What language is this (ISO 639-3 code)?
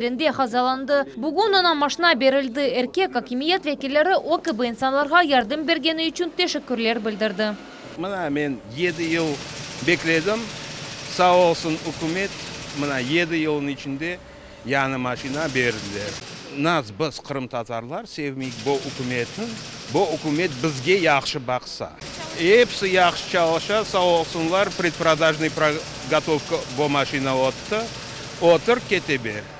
crh